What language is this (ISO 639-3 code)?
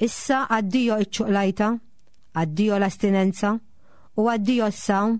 mlt